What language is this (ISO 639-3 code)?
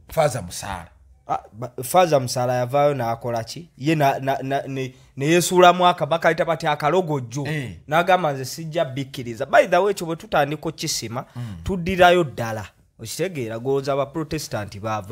lug